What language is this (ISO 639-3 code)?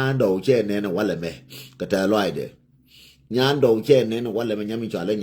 nus